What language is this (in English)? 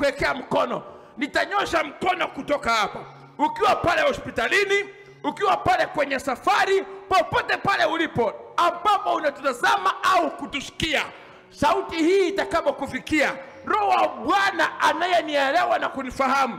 Swahili